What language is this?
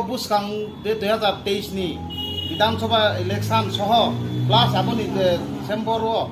Riang (India)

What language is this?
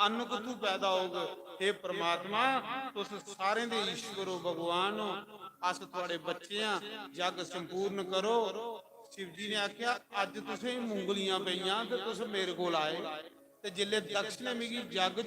Dogri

